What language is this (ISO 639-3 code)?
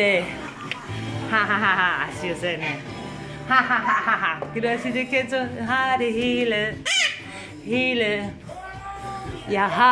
dan